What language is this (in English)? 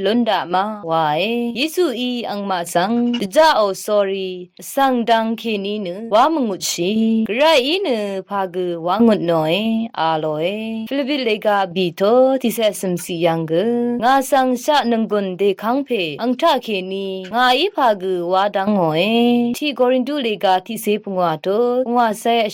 Rawang